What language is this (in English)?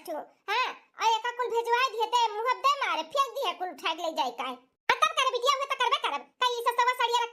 Bhojpuri